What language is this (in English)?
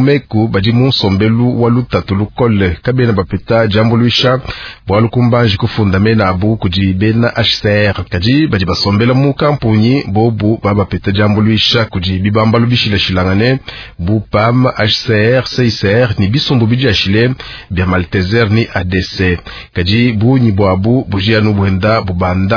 Luba-Lulua